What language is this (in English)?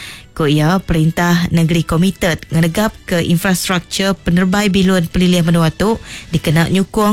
Iban